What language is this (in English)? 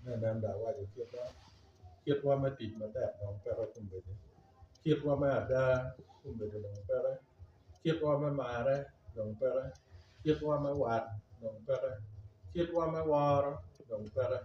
Acoli